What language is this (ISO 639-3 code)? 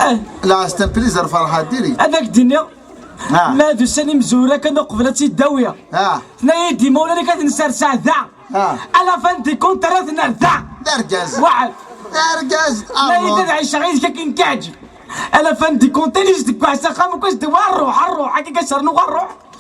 kab